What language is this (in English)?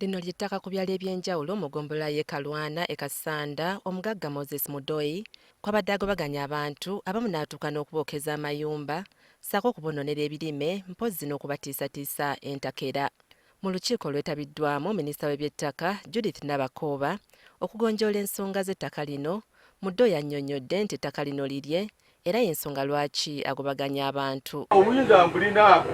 Ganda